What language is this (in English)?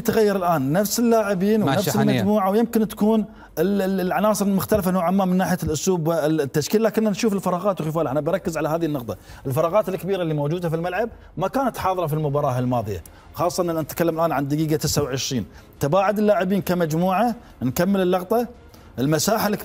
Arabic